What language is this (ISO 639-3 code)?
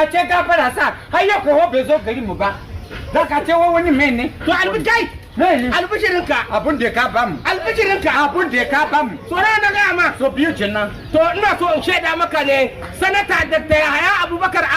hau